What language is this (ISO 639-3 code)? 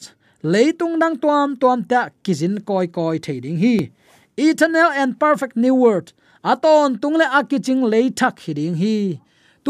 ctd